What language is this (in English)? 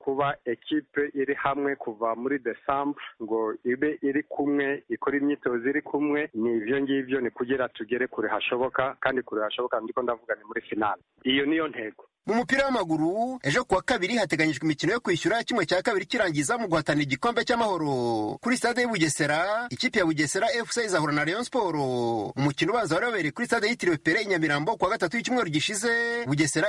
Kinyarwanda